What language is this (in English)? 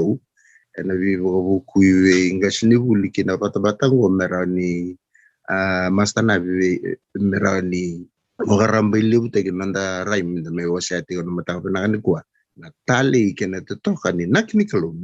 Fijian